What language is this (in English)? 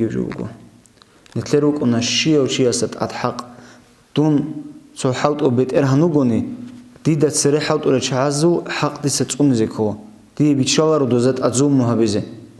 Avaric